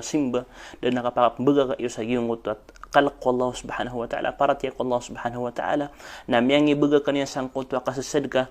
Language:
Maranao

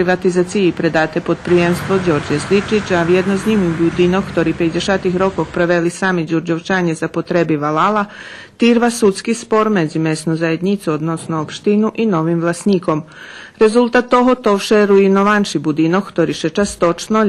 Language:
Rusyn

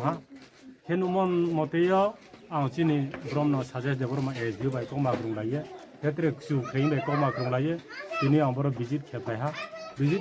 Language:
Riang (India)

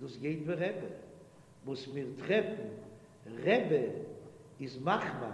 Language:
Yiddish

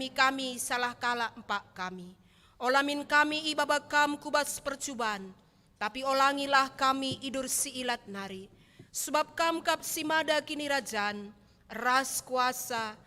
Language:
Batak Karo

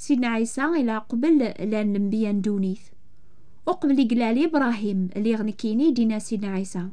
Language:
Kabyle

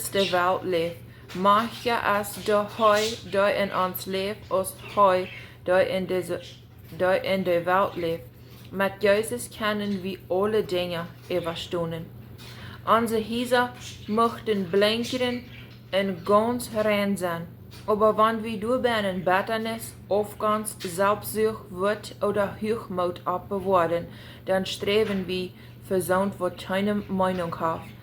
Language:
Plautdietsch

